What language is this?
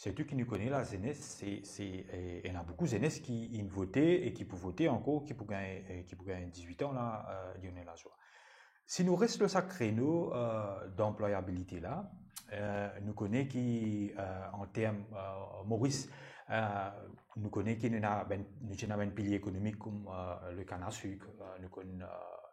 Morisyen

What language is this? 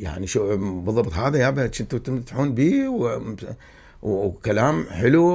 Mesopotamian Arabic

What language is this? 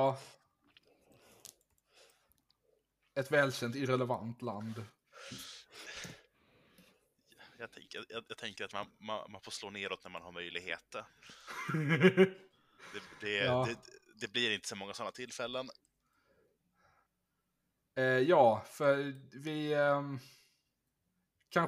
Swedish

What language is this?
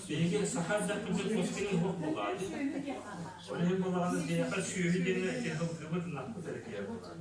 Yakut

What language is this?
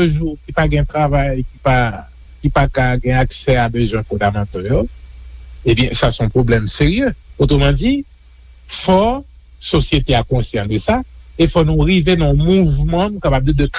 Haitian Creole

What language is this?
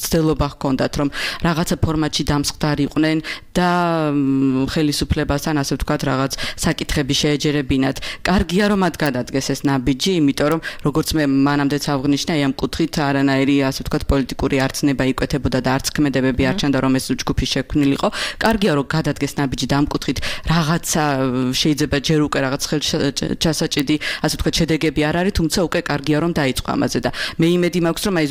Georgian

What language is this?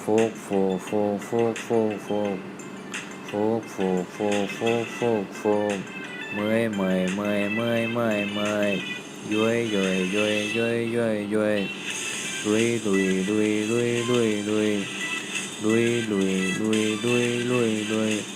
Shan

